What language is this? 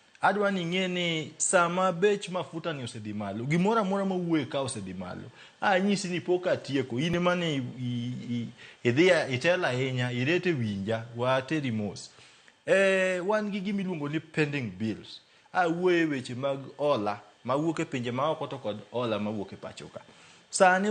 Luo (Kenya and Tanzania)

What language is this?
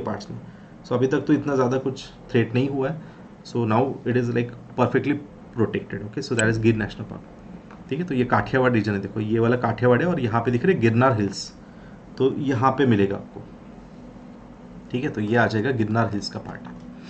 Hindi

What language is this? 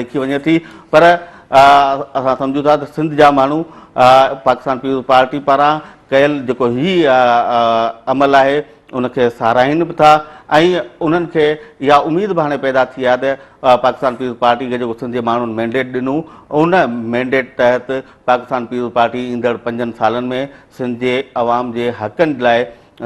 Sindhi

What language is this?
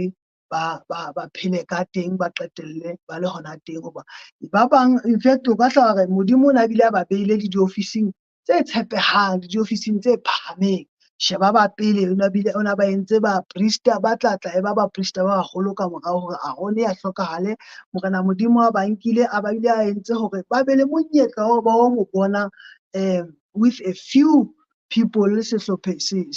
Southern Sotho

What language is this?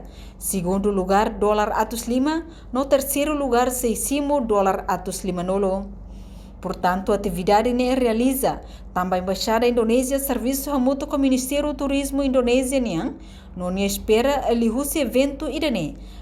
Tetum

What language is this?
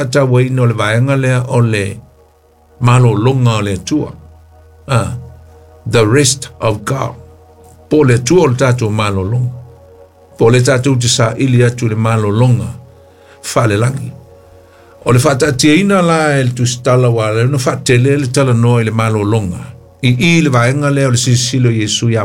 Samoan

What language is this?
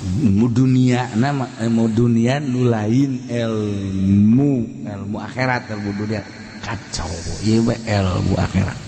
Sundanese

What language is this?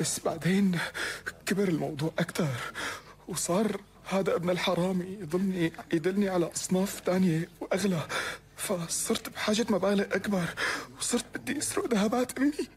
North Levantine Arabic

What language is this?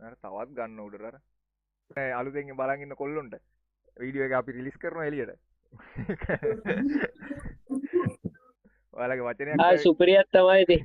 Sinhala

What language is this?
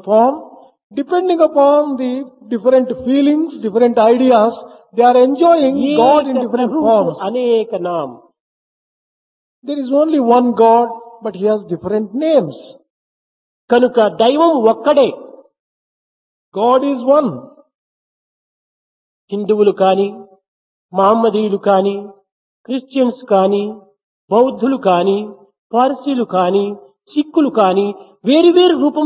Telugu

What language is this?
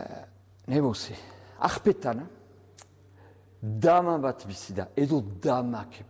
Basque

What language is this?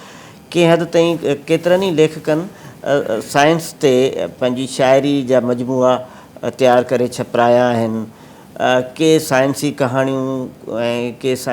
Sindhi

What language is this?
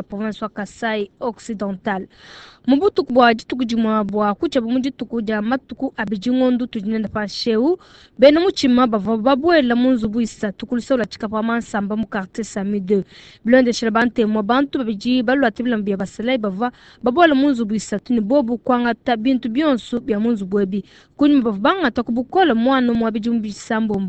Luba-Lulua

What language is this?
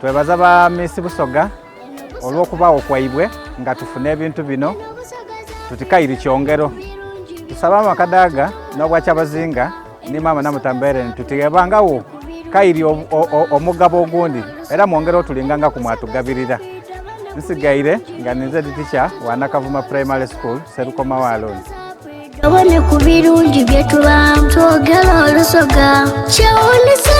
Soga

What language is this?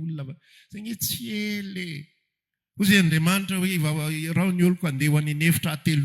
Malagasy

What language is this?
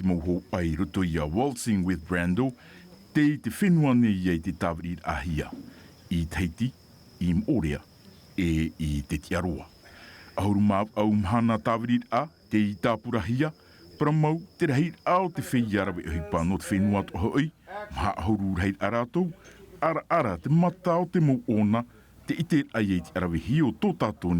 Tahitian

